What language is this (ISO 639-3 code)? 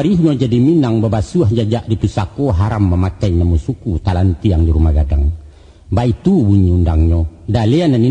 min